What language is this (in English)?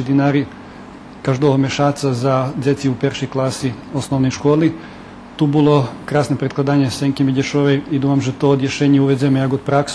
Rusyn